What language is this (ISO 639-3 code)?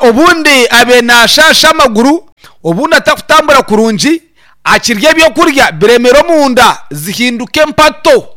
nyn